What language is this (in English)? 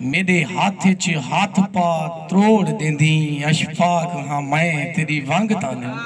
Saraiki